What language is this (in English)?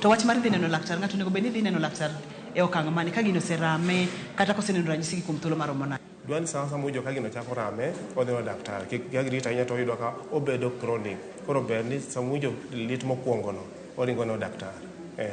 Luo (Kenya and Tanzania)